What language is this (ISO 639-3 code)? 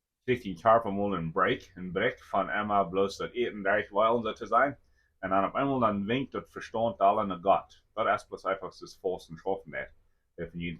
pdt